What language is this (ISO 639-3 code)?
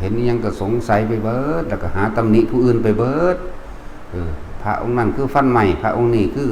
lao